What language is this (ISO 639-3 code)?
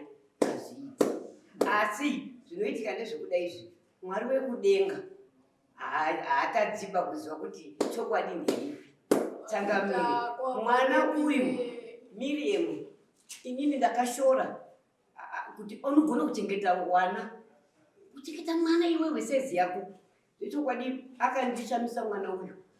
sna